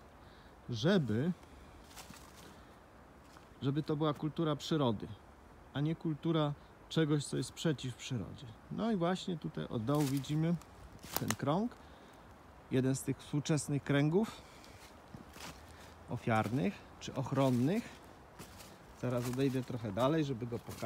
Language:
Polish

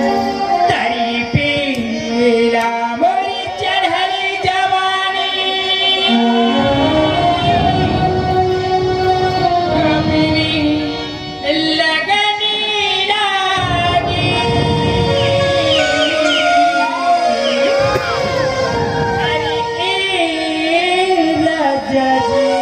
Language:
Bhojpuri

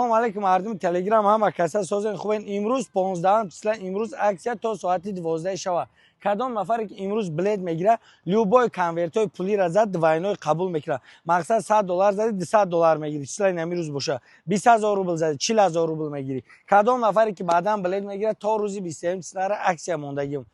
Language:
Tajik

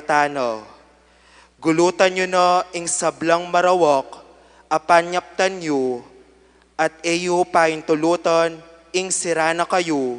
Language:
Pampanga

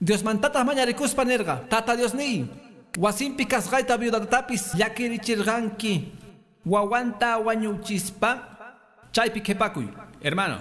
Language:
Quechua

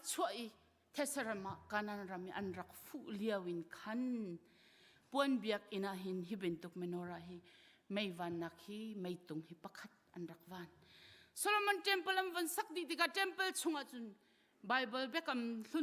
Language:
Hakha Chin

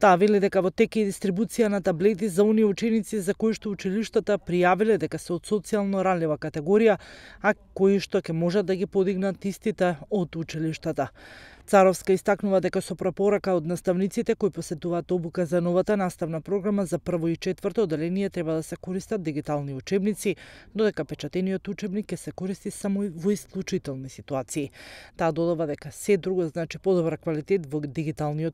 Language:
Macedonian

